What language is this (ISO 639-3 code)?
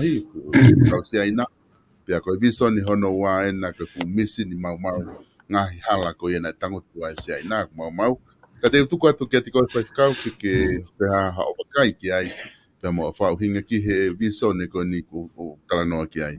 ton